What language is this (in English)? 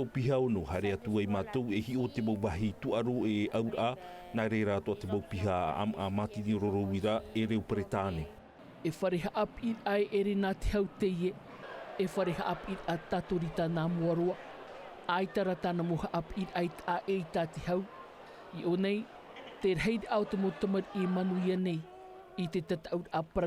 Tahitian